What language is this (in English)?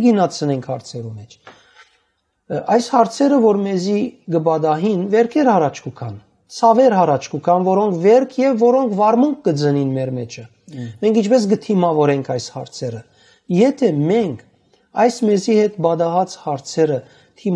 Western Armenian